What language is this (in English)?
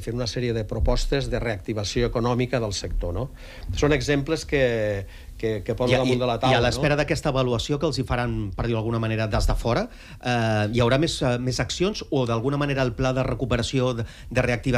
Catalan